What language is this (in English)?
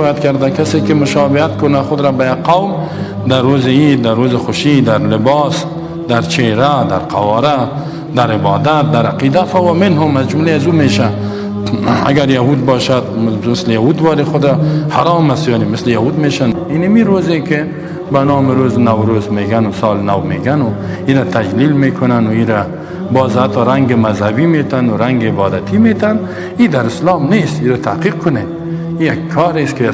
Persian